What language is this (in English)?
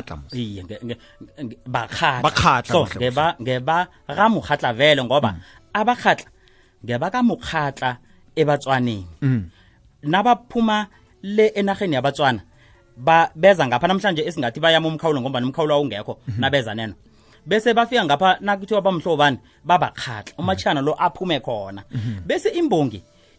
South Ndebele